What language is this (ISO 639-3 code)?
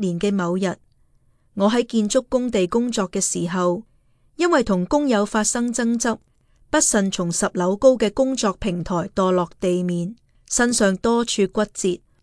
yue